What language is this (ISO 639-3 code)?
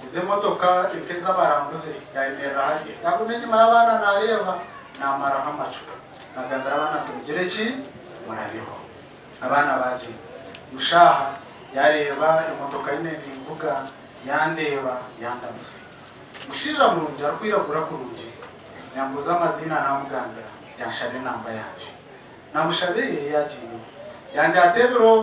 nyn